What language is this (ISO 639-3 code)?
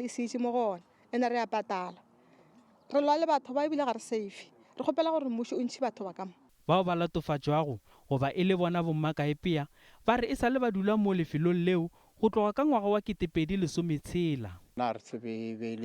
nso